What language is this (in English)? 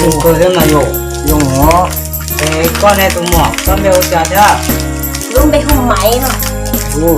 Hmong